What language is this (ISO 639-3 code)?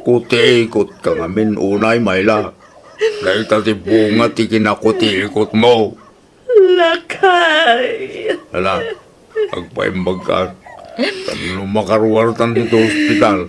ilo